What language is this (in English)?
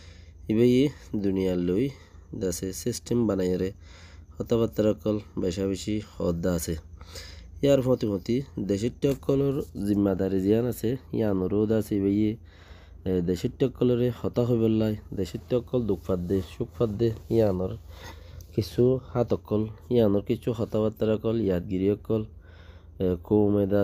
Rohingya